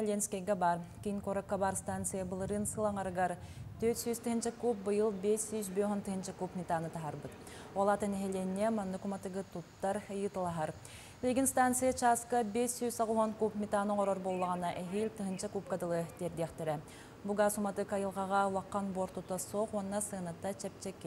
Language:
Yakut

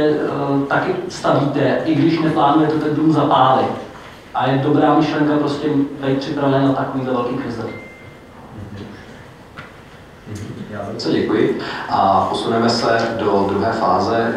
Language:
Czech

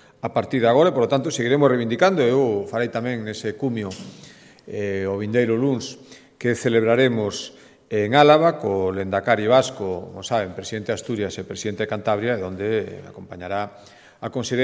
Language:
Galician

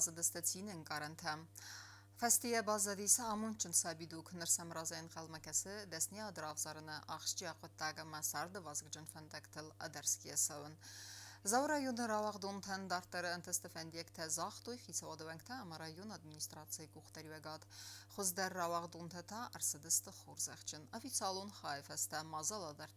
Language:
Ossetic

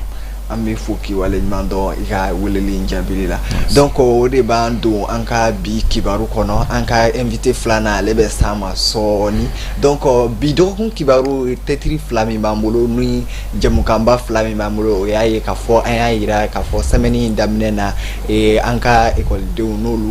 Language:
Bambara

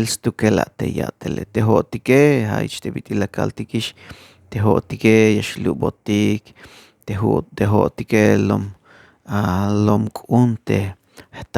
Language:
Tzeltal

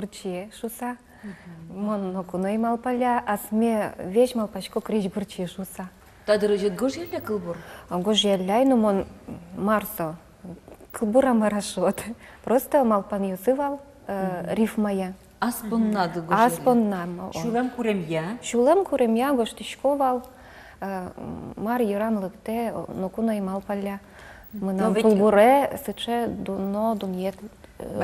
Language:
Udmurt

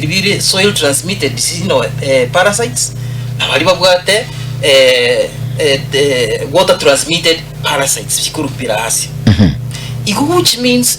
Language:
Gusii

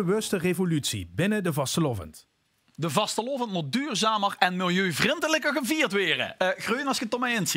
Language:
Limburgish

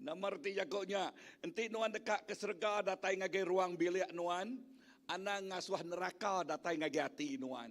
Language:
Iban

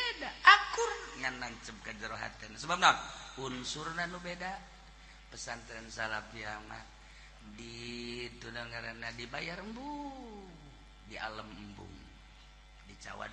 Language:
Sundanese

